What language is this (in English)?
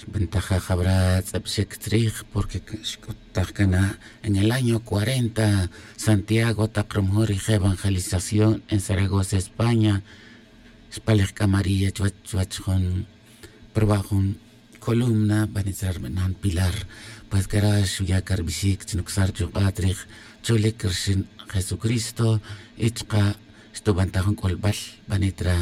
Tz'utujil